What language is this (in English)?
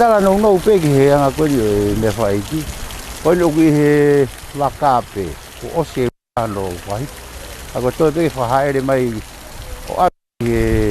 Tongan